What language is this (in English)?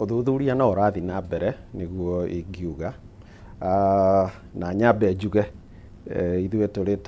Kikuyu